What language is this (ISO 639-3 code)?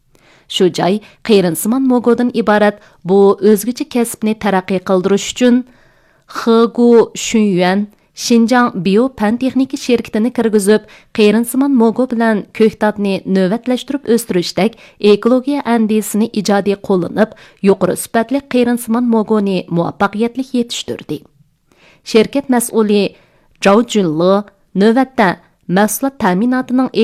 uig